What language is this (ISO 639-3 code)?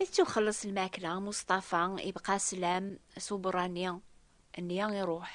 kab